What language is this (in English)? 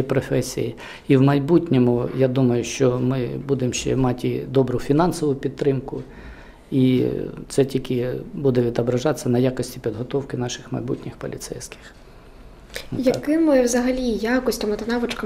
Ukrainian